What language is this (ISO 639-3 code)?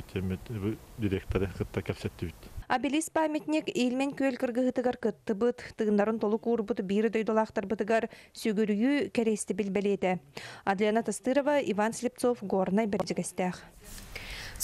sah